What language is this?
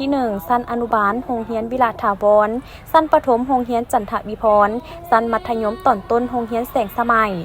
Lao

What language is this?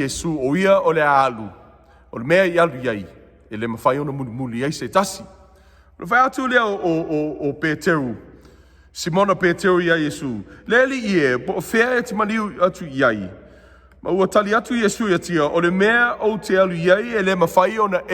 Samoan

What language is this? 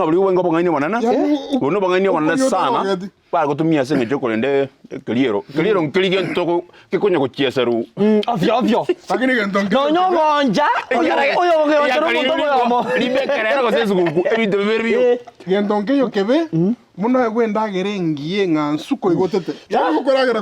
Gusii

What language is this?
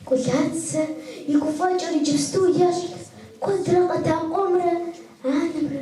Kabardian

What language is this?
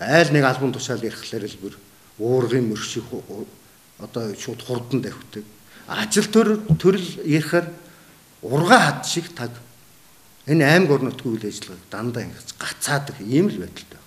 Mongolian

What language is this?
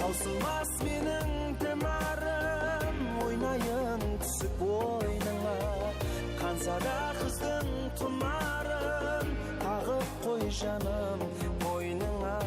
Kara-Kalpak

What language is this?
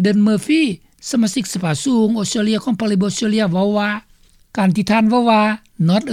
Lao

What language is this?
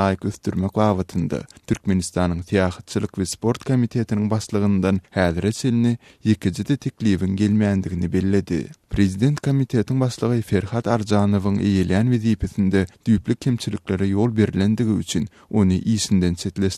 Turkmen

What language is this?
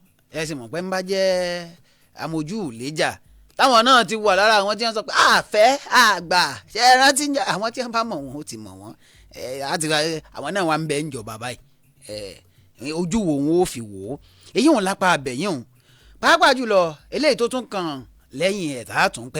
Yoruba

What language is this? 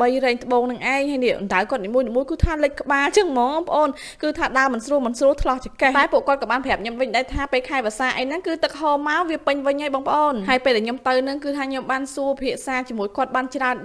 Khmer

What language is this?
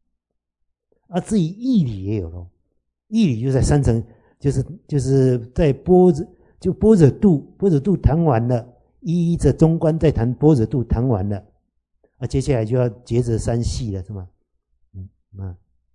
Chinese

